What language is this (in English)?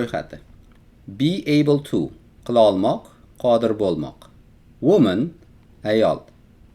Uzbek